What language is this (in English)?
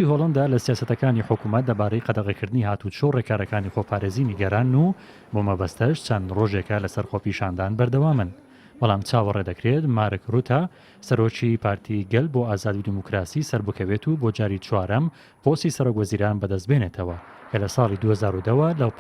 Central Kurdish